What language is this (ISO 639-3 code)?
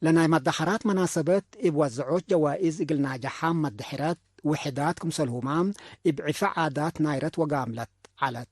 tig